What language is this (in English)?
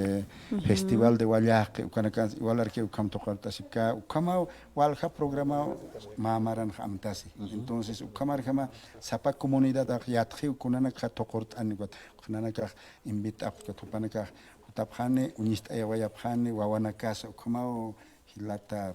Aymara